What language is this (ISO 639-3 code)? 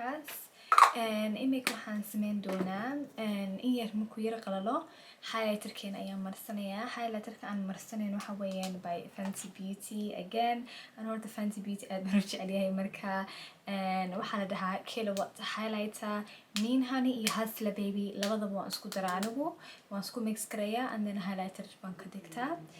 som